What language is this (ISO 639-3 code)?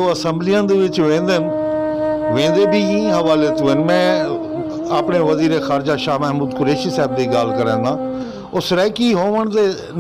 skr